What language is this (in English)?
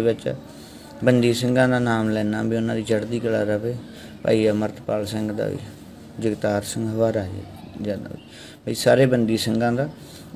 Punjabi